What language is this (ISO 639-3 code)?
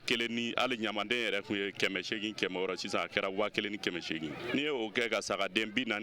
bam